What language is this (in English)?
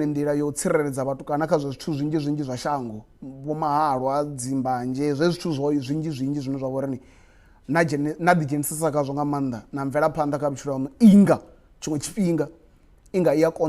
Venda